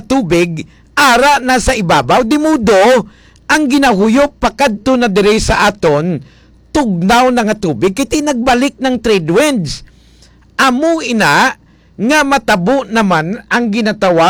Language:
Hiligaynon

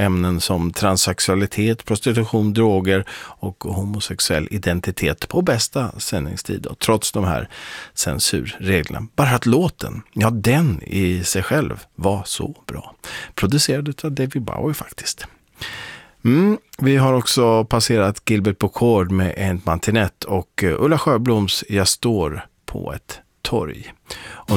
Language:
Swedish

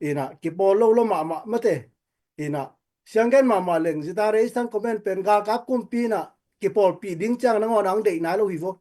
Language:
Tedim Chin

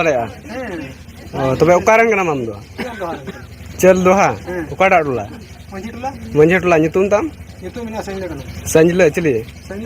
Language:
Santali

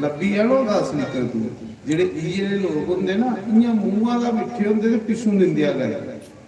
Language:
Dogri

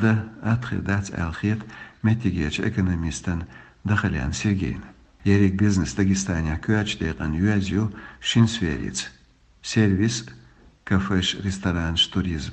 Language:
Chechen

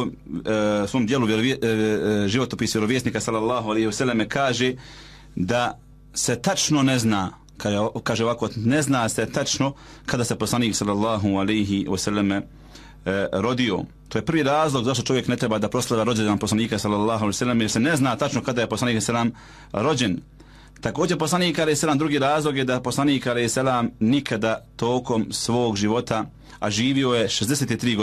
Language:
Bosnian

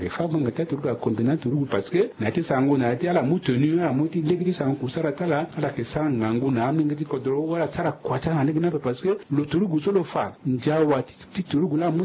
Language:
Sango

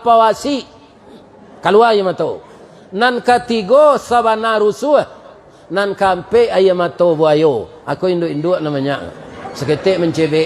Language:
Minangkabau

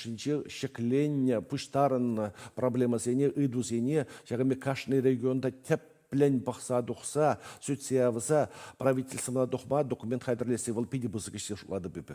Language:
Chuvash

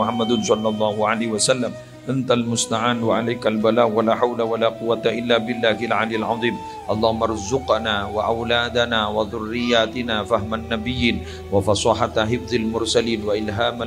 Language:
Madurese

